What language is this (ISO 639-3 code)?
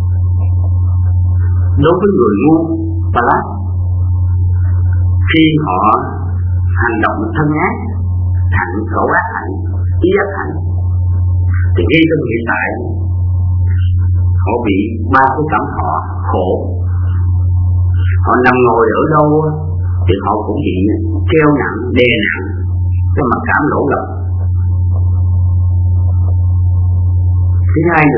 vie